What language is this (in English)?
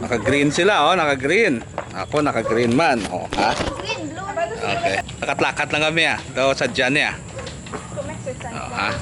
Hiligaynon